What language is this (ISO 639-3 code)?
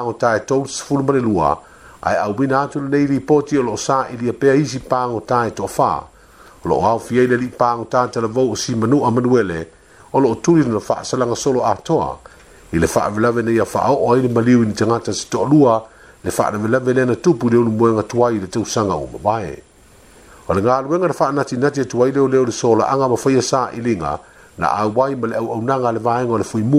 smo